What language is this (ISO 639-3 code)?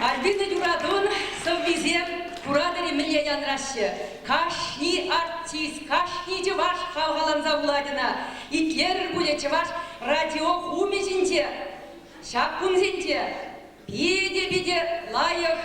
chv